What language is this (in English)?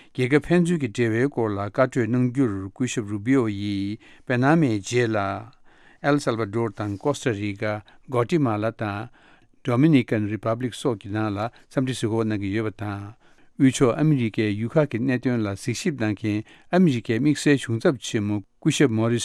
Tibetan